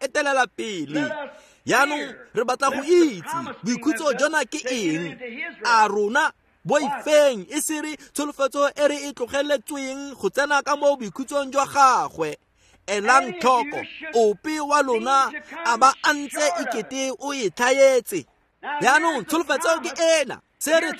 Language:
Tswana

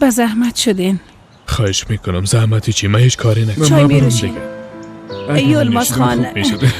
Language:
Persian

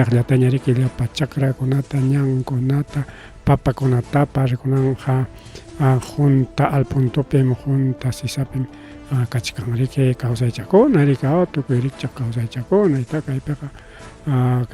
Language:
Ayacucho Quechua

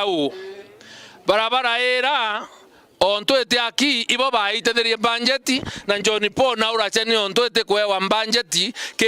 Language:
Meru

